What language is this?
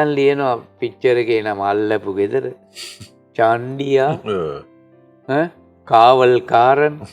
Sinhala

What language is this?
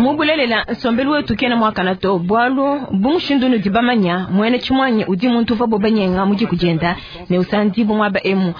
Luba-Lulua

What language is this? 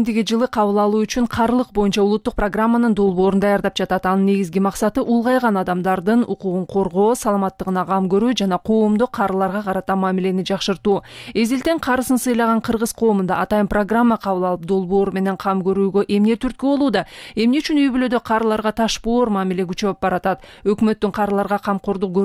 Kyrgyz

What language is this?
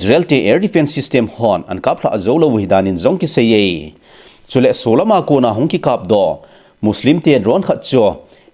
Thado Chin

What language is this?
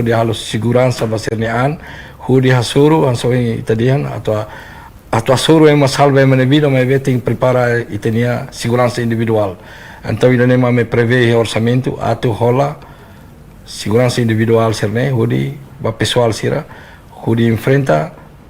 Tetum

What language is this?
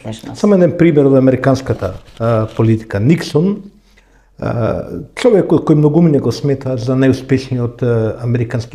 Macedonian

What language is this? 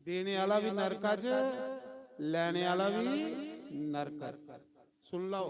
Dogri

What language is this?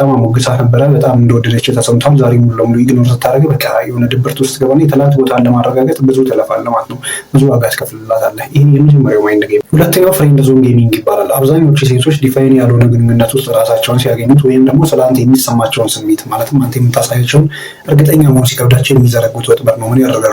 Amharic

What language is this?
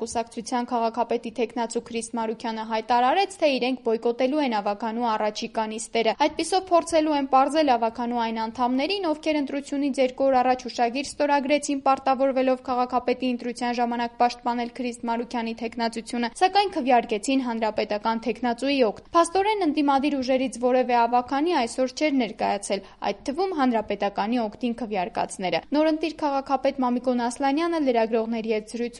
Armenian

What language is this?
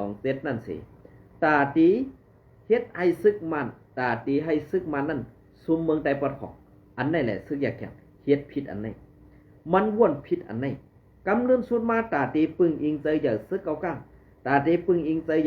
Shan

